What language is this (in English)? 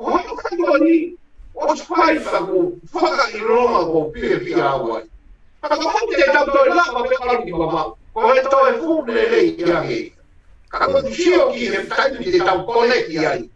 Tongan